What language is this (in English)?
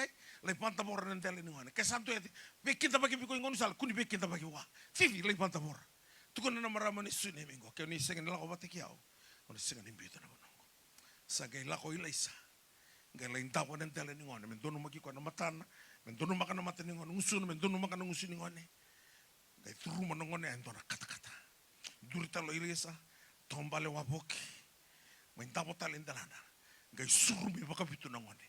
Fijian